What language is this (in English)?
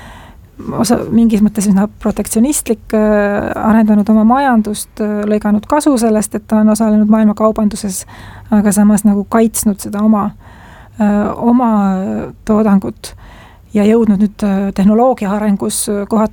Estonian